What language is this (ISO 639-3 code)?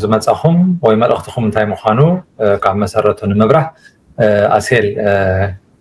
tir